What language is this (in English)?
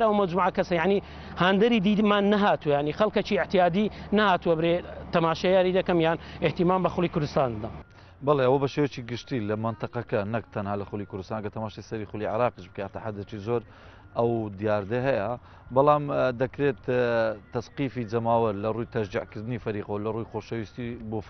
Central Kurdish